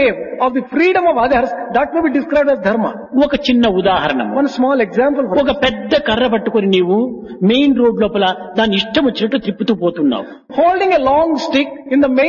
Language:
Telugu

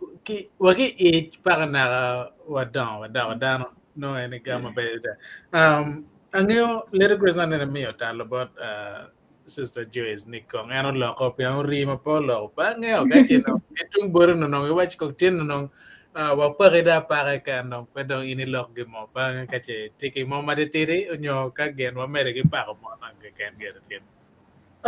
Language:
Acoli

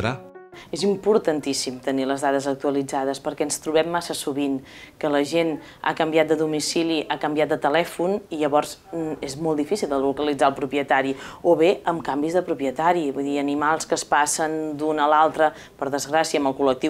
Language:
Catalan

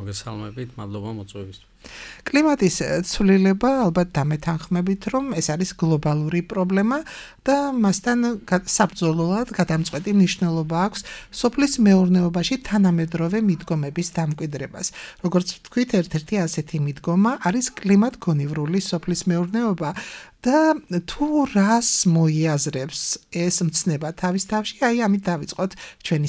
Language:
Georgian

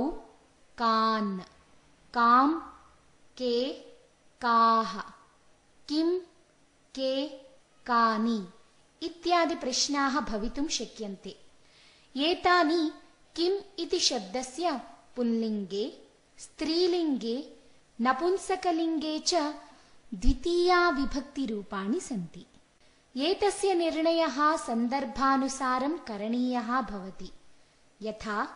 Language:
Sanskrit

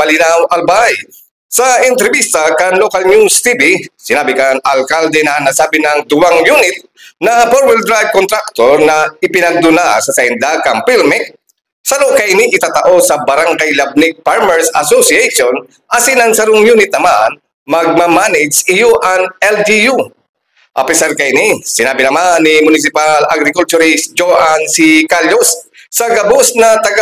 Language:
Bikol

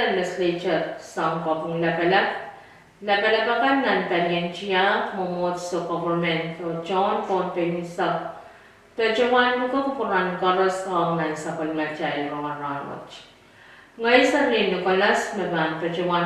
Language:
Pohnpeian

